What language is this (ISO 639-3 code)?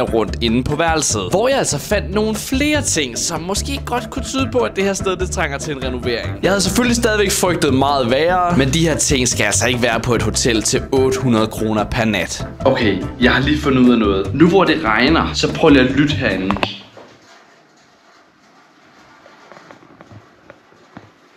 dan